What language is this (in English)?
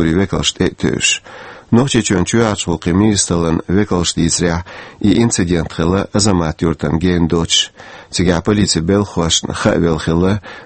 Chechen